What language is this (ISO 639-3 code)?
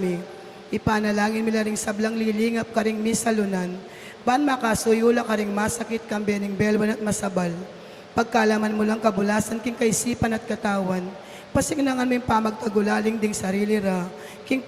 pam